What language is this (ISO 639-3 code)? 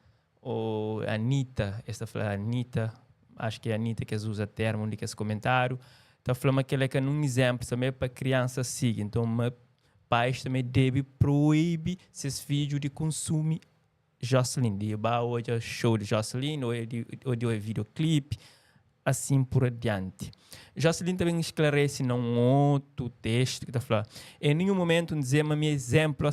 kea